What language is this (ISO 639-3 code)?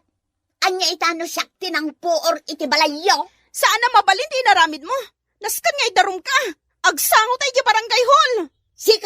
ilo